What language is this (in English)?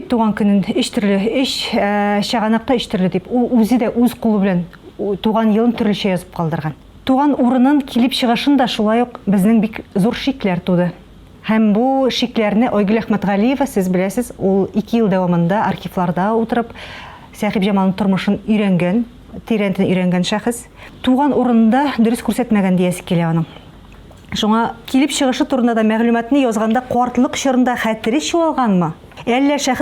Tatar